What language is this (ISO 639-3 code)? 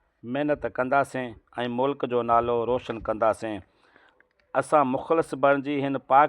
snd